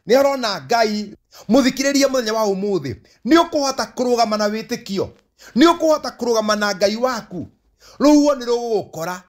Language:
Kikuyu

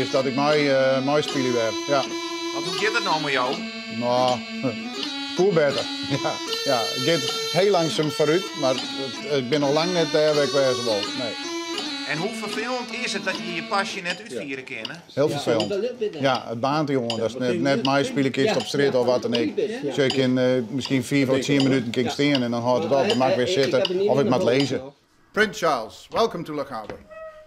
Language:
Western Frisian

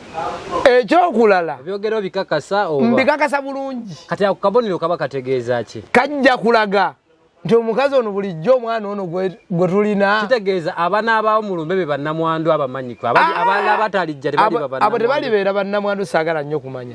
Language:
Ganda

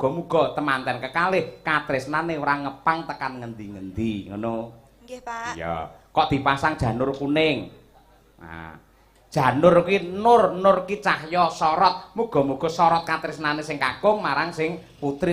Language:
Javanese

